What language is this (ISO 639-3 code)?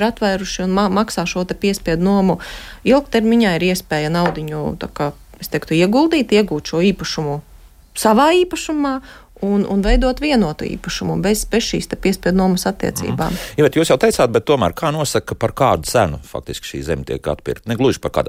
lav